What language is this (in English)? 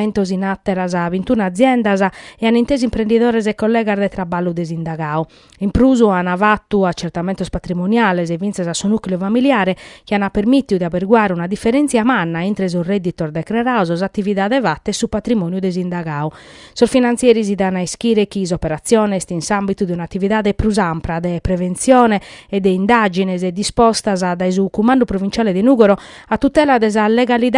Sardinian